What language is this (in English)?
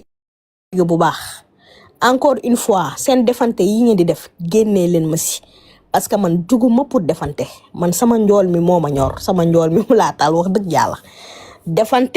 Wolof